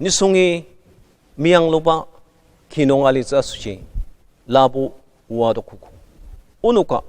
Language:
Ao Naga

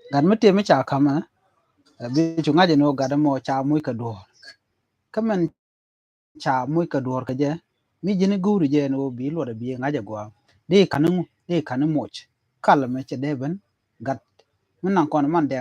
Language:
Nuer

